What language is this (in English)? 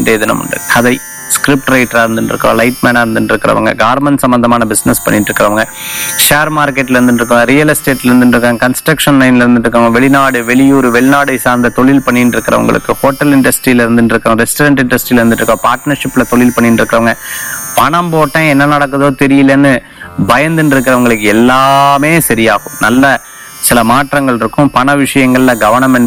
Tamil